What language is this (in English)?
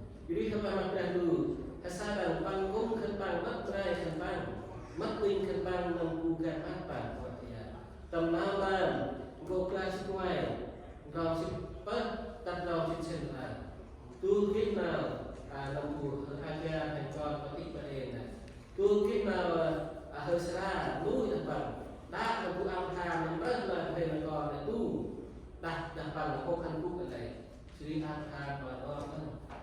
Central Mnong